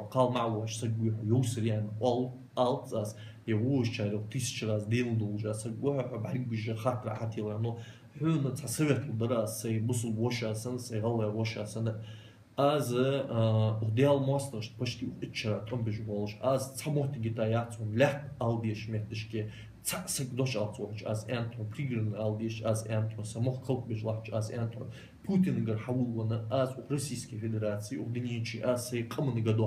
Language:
Ingush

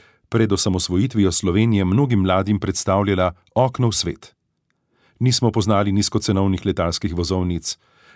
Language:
Slovenian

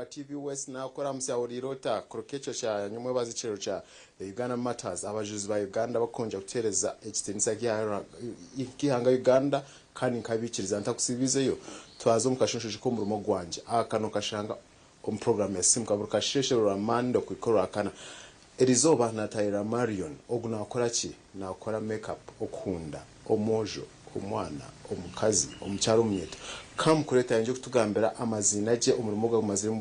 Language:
Nyankole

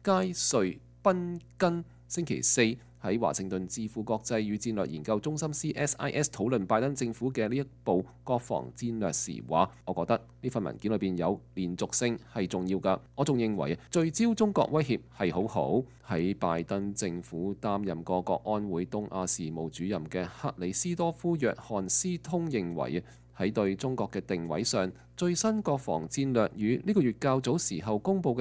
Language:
Cantonese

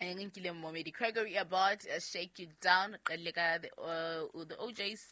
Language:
Southern Sotho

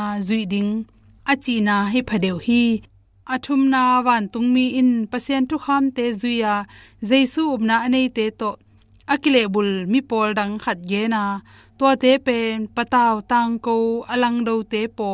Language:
Tedim Chin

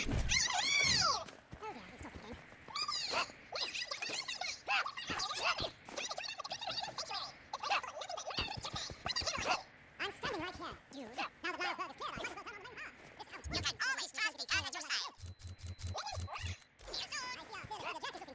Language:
English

